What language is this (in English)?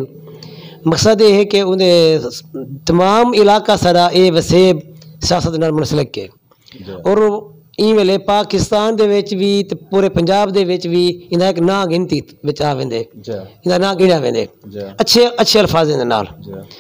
Saraiki